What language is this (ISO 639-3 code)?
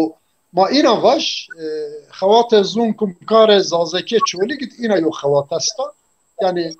zza